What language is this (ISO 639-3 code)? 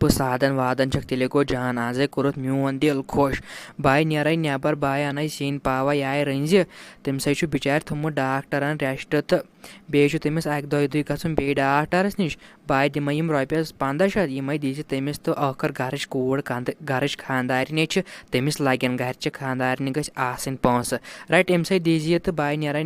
kas